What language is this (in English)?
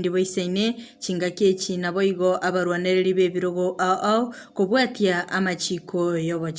Gusii